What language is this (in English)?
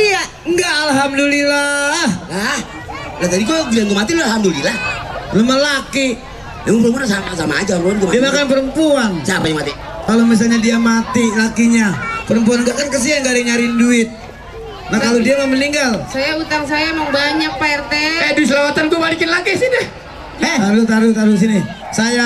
Betawi